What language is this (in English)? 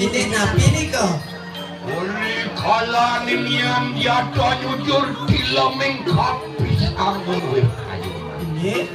Balinese